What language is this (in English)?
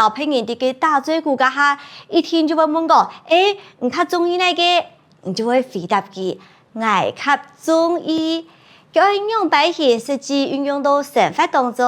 Hakka Chinese